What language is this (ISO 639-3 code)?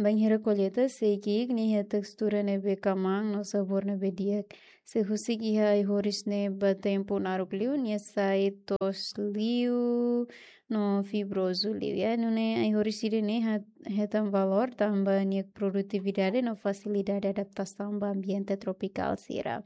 tet